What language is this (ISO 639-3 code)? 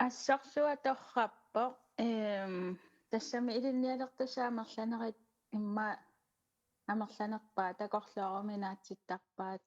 kal